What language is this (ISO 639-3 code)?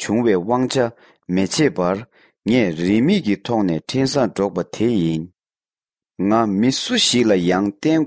bod